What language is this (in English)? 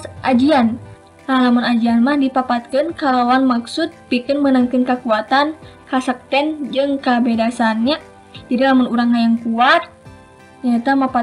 Sundanese